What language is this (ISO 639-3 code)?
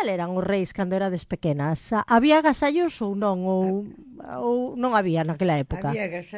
glg